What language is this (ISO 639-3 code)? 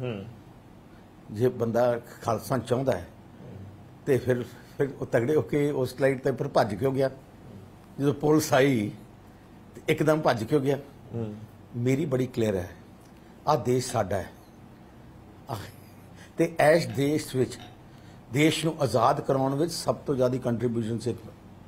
pan